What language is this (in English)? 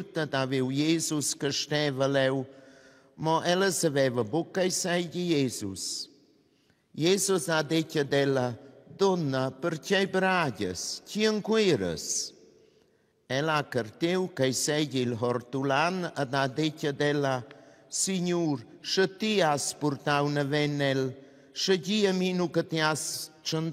Romansh